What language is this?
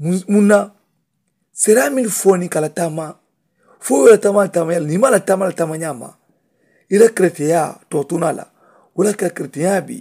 Mandingo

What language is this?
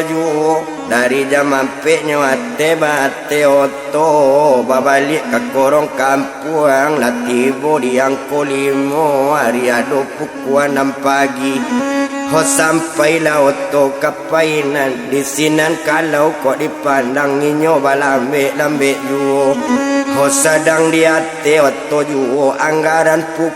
Minangkabau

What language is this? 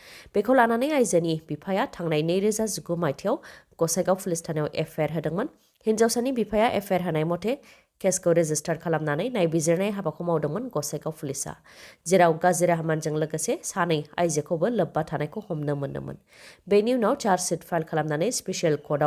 Bodo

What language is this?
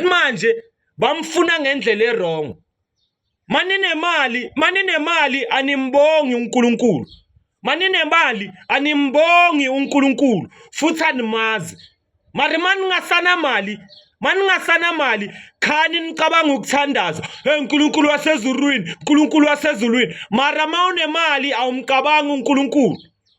Zulu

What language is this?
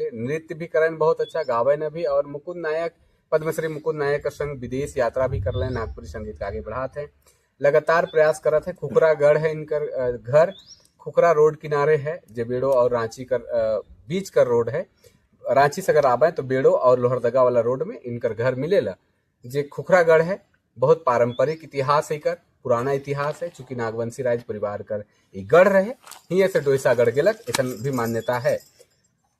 Sadri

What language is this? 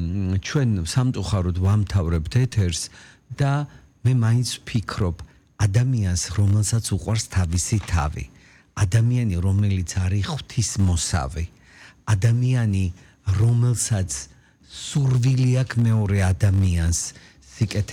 Georgian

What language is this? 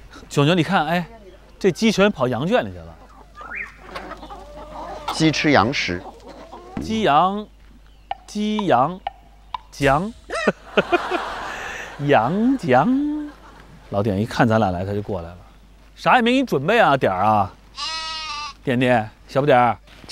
Chinese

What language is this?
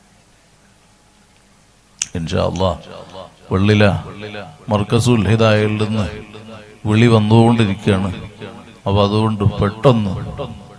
Malayalam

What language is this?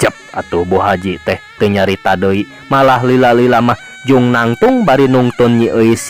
Sundanese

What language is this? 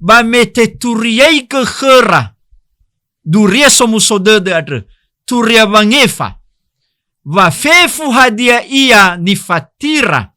Nias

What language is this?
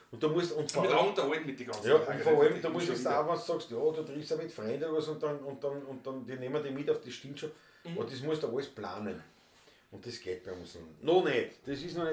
Bavarian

